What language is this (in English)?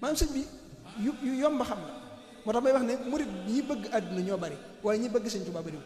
Wolof